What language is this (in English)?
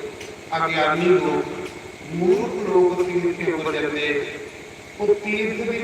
Dogri